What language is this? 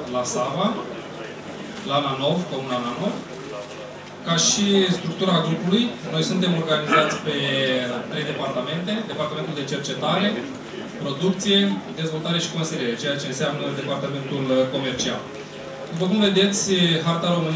Romanian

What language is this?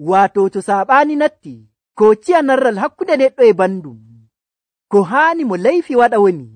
Nigerian Fulfulde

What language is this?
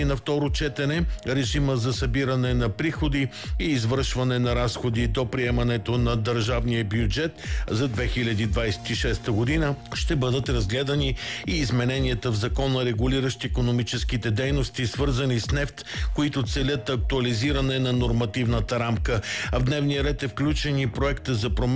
Bulgarian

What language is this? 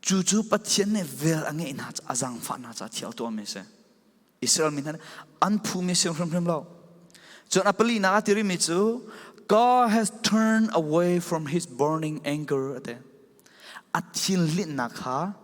Falam Chin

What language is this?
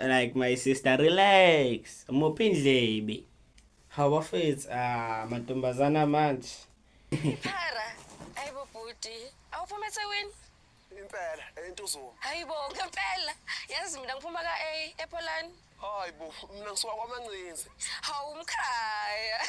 Zulu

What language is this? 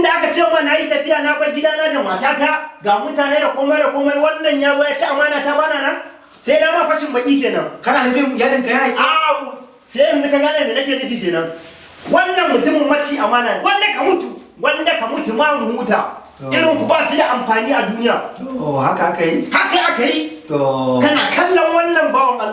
Hausa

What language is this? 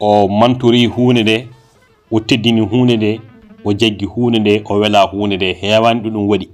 Fula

